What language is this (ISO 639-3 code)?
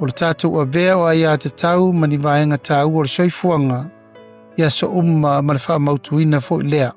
smo